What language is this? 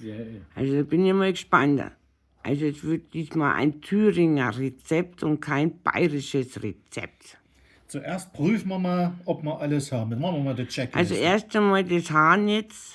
Bavarian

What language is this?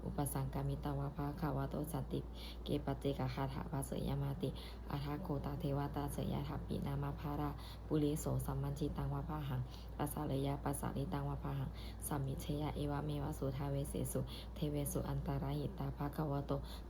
Pali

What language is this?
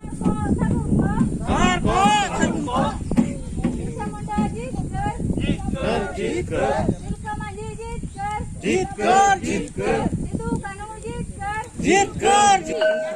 Santali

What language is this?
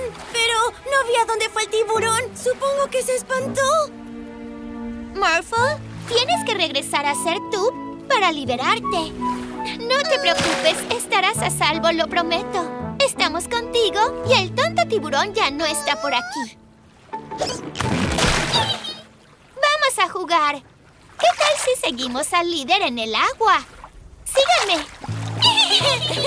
Spanish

